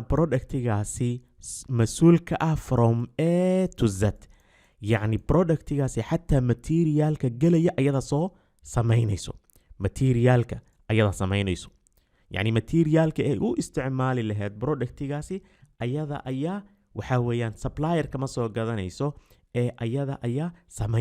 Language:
Somali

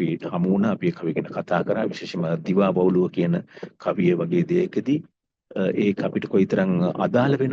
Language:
Sinhala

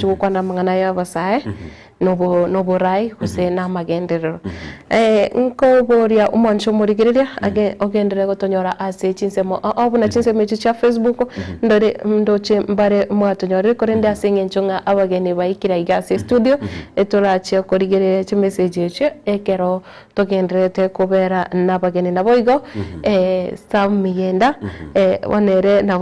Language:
Gusii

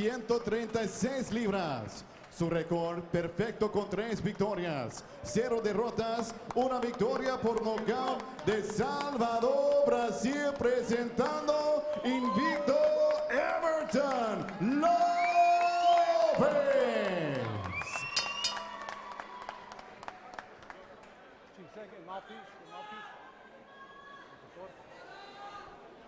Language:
Spanish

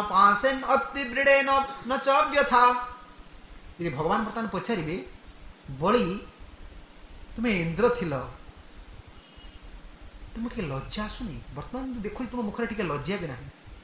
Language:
Odia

